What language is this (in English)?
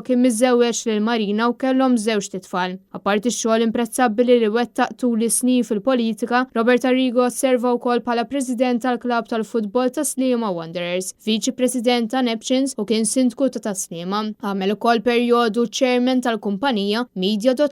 Maltese